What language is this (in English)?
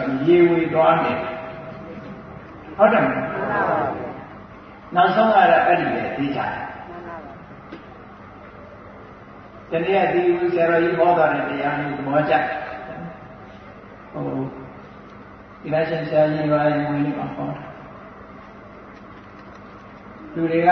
Burmese